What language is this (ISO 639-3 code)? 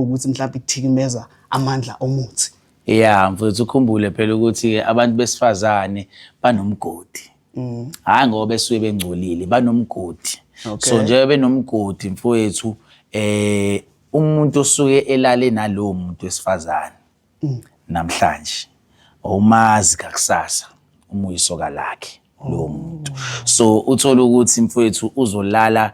zul